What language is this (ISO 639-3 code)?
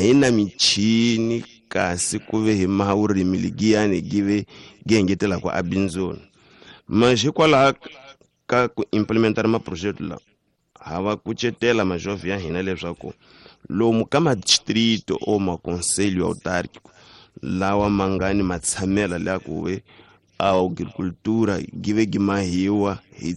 tso